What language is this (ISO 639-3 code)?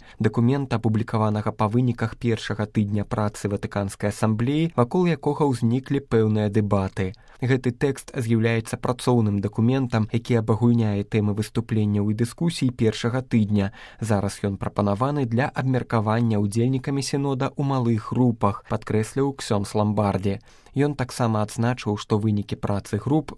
bel